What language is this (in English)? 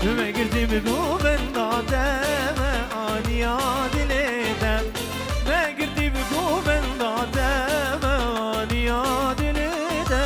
Kurdish